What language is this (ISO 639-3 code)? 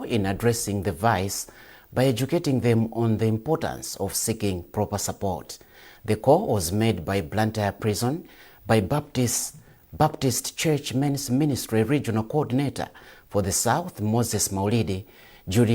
eng